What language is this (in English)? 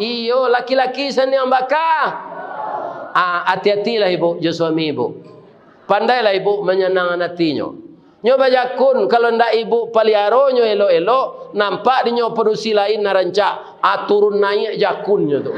Minangkabau